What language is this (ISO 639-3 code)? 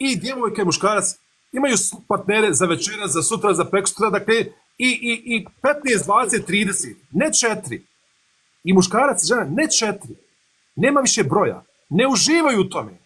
bos